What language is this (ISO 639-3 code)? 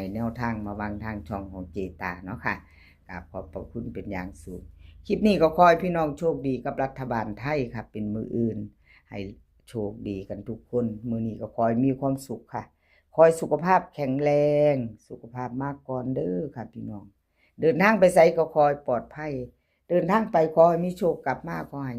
tts